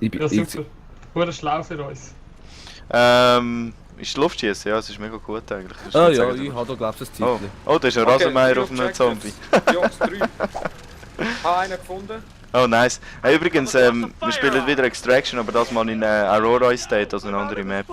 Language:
Swiss German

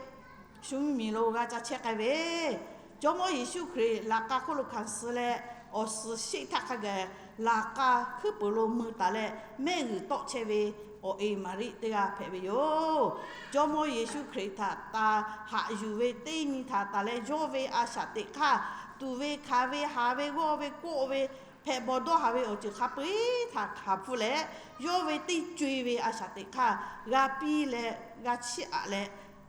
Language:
Lahu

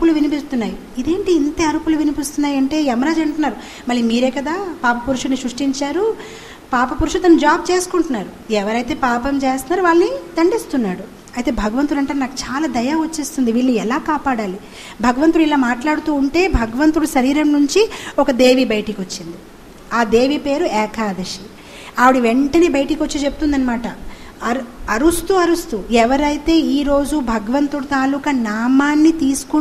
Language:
Telugu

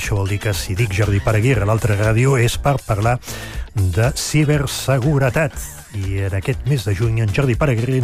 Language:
Catalan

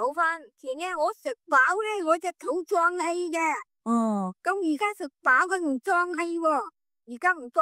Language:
Cantonese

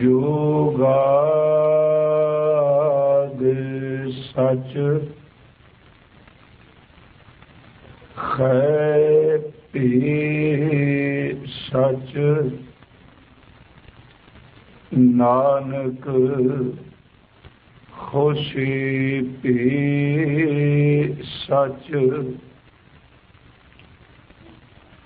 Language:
Punjabi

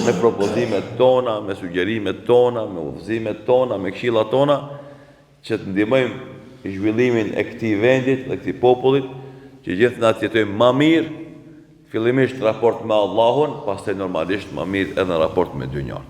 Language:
Albanian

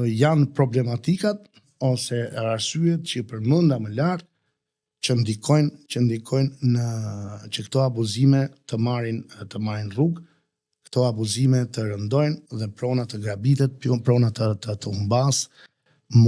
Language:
Albanian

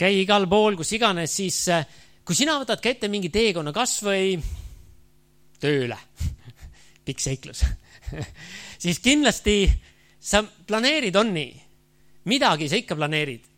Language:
Estonian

